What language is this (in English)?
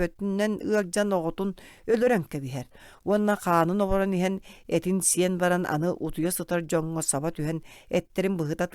Yakut